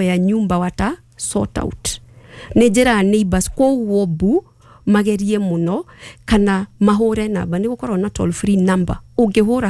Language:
Kikuyu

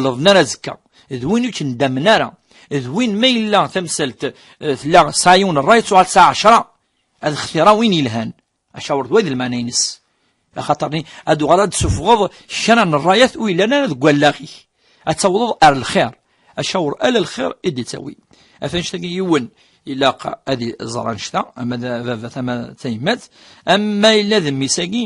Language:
Kabyle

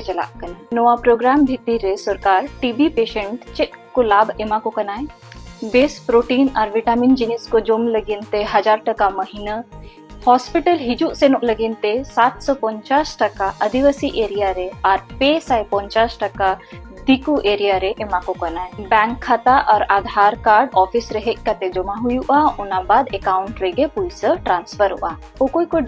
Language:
Santali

